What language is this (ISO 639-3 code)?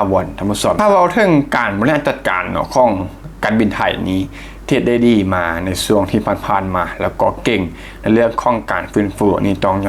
lao